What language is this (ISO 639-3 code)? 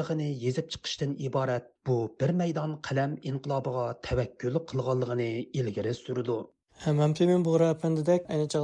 uig